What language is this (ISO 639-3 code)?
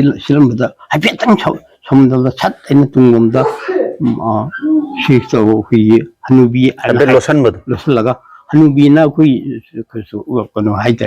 mni